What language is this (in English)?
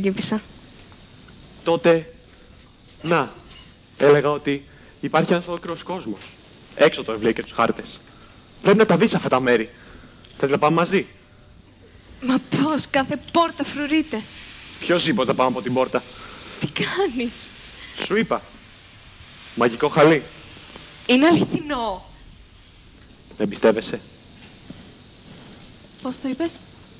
Greek